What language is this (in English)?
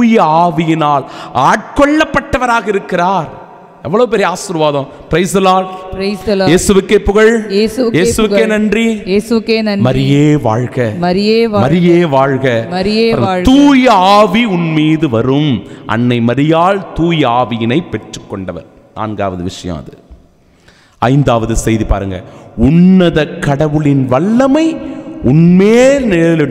Tamil